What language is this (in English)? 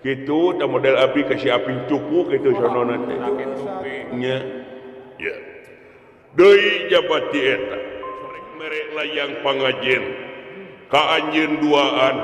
Sundanese